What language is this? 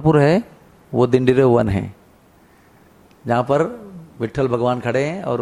Hindi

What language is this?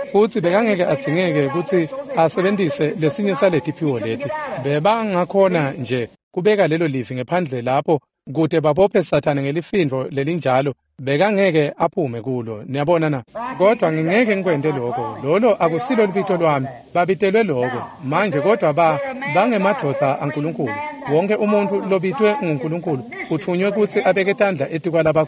Swati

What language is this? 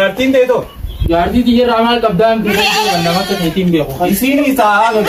Oromo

